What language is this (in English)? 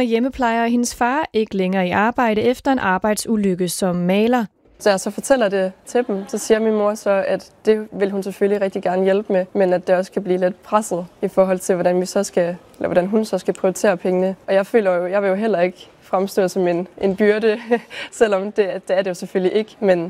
Danish